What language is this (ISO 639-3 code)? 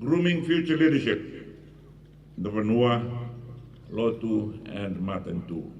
fij